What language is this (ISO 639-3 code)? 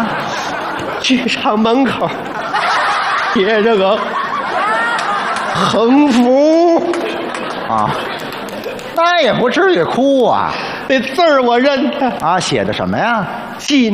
zho